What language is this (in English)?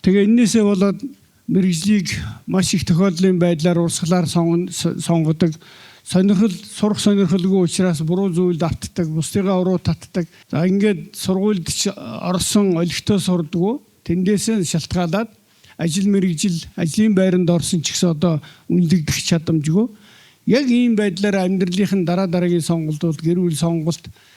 Mongolian